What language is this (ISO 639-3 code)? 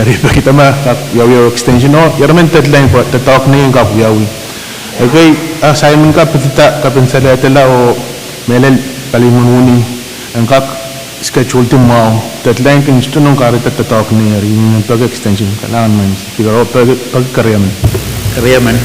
pon